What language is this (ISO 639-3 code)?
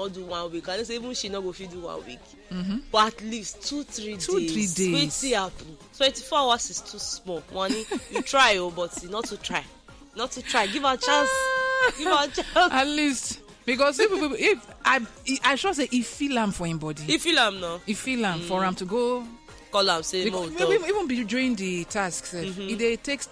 pcm